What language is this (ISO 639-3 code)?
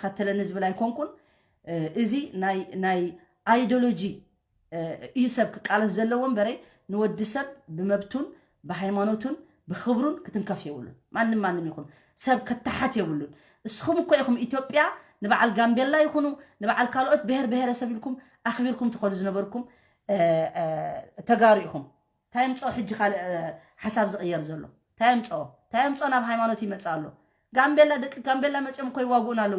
tir